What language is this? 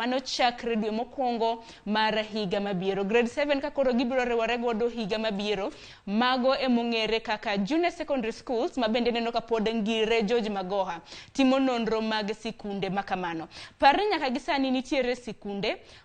Luo (Kenya and Tanzania)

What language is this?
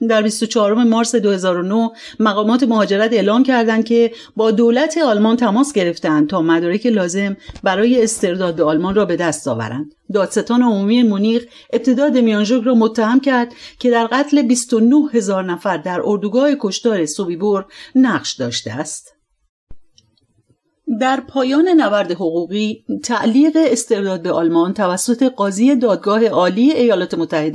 Persian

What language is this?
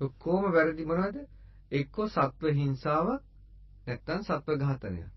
Sinhala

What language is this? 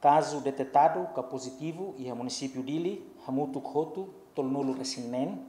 Tetum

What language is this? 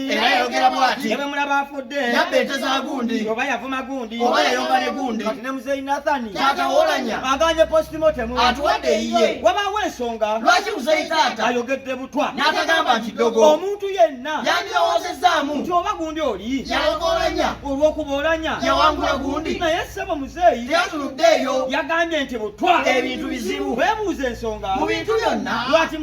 Ganda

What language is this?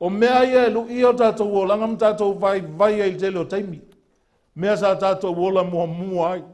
Samoan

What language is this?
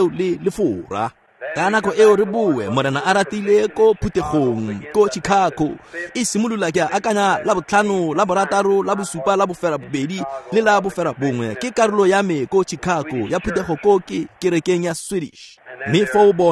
Tswana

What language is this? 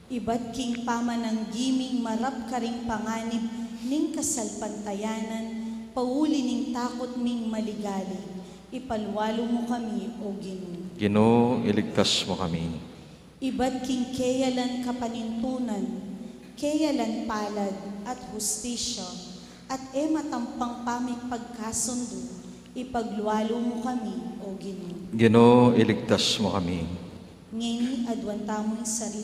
Pampanga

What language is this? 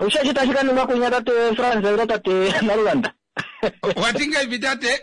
Kuanyama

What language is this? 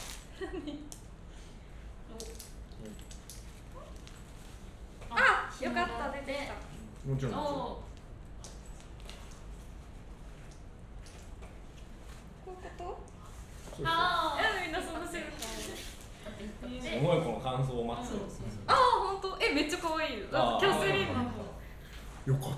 Japanese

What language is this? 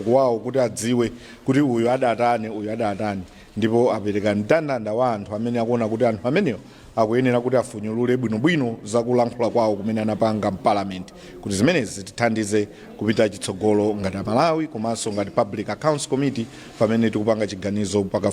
Nyanja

